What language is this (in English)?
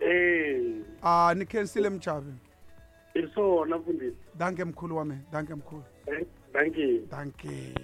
Tsonga